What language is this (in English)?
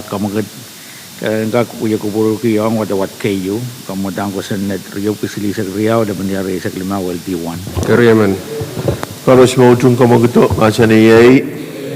Pohnpeian